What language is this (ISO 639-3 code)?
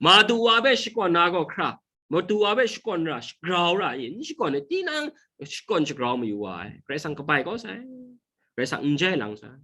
kac